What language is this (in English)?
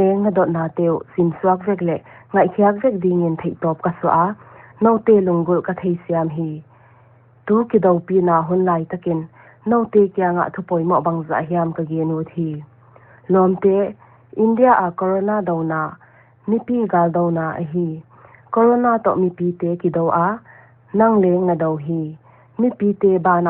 Paite Chin